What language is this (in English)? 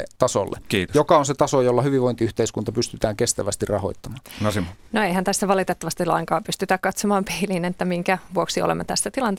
Finnish